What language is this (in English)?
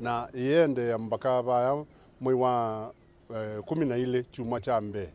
Kamba